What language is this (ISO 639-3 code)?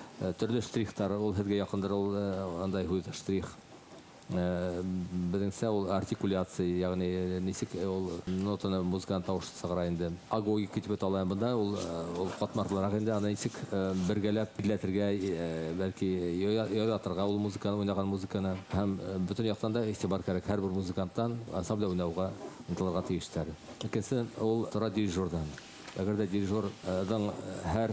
bak